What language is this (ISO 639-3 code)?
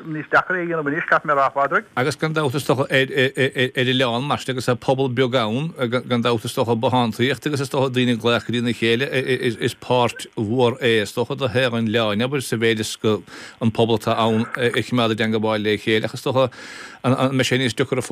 gle